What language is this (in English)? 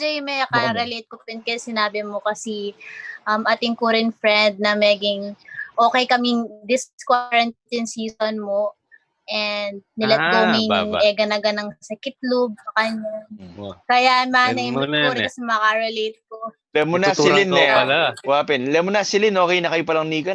Pampanga